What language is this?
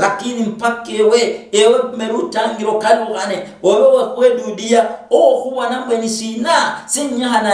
Luyia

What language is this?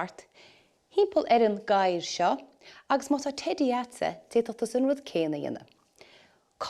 Irish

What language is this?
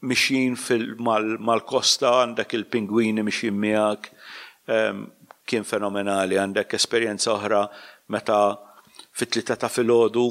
Maltese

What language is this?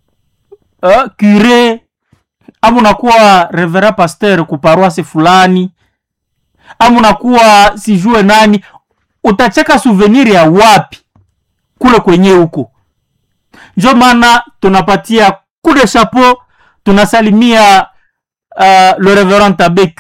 Swahili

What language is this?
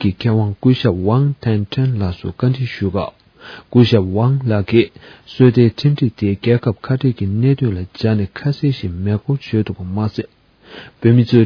Tibetan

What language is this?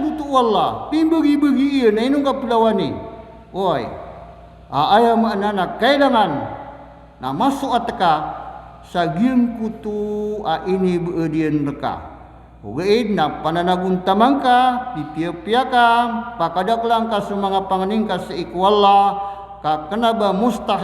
Maranao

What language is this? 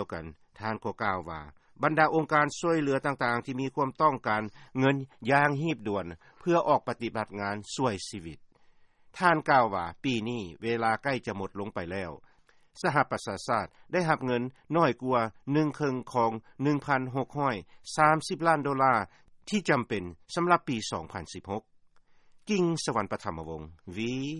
Lao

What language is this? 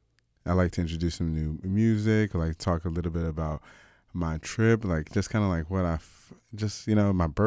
English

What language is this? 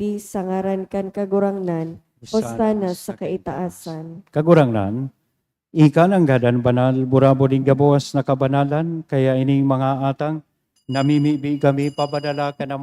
Bikol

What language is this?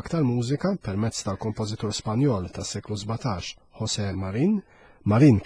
Maltese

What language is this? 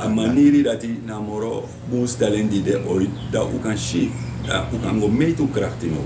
Sranan Tongo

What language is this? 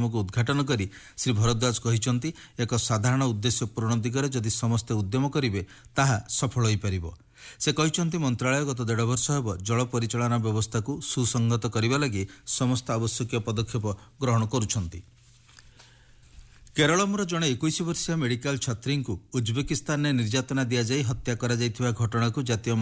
Odia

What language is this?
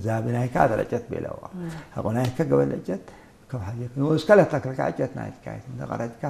Tigre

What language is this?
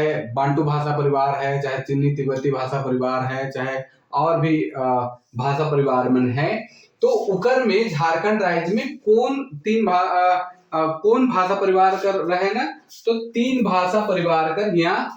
Sadri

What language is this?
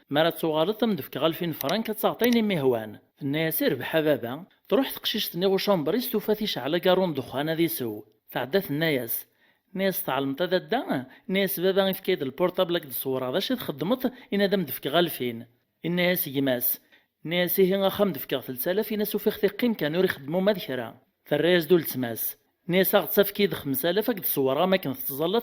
Kabyle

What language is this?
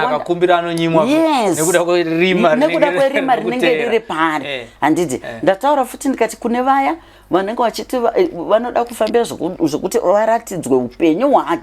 Shona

